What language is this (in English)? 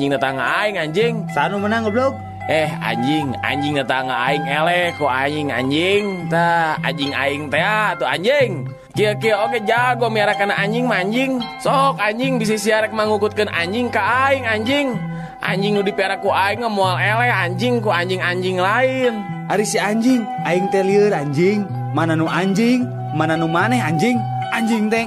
Sundanese